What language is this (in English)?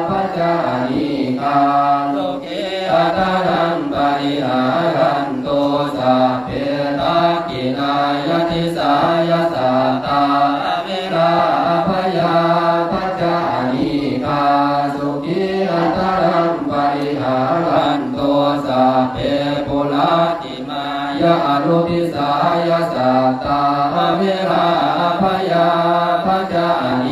Pali